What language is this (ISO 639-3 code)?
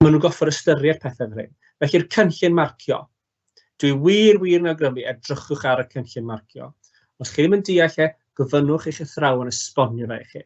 cym